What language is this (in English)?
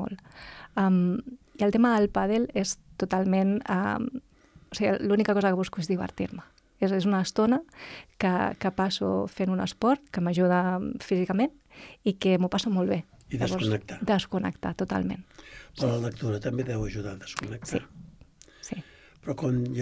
Catalan